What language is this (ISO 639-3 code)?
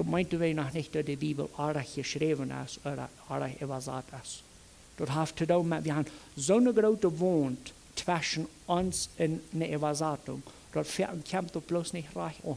pdt